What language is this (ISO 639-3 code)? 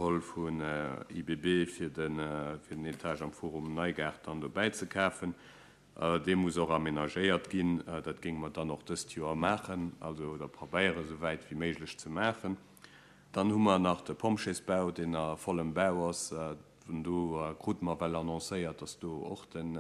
ltz